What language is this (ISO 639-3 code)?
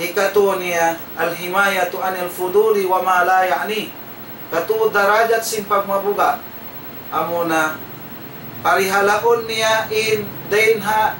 tsg